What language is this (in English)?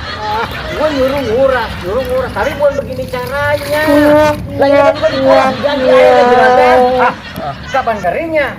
Betawi